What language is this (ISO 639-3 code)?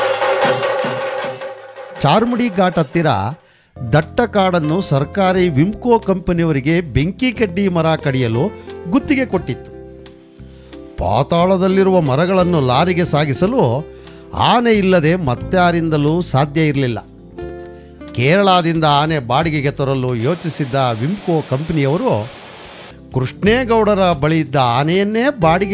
kan